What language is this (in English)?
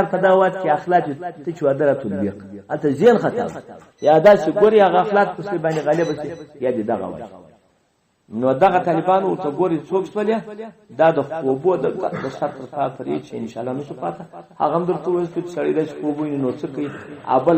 Pashto